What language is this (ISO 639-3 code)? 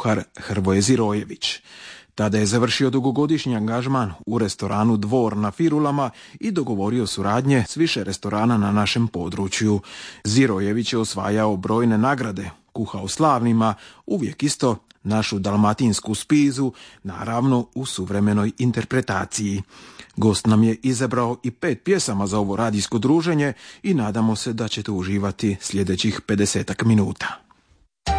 hrv